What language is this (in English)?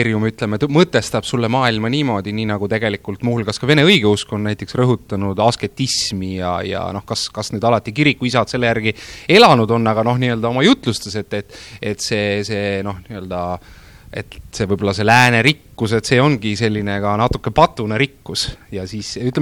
Estonian